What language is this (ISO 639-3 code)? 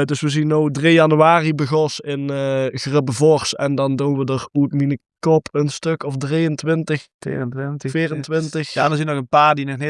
lim